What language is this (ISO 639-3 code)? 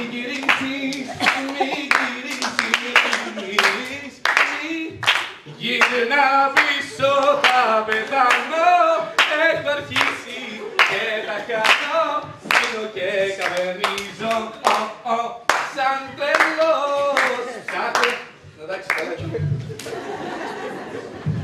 ell